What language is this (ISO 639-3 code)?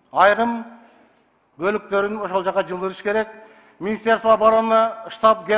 kir